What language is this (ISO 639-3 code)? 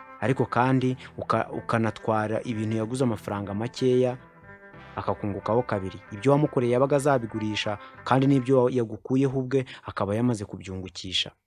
kin